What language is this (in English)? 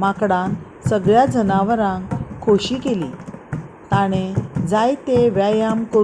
Konkani